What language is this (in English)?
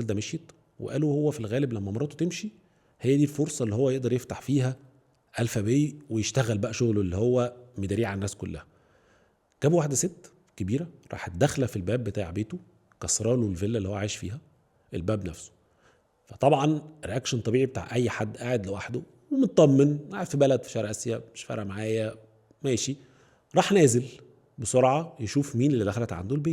Egyptian Arabic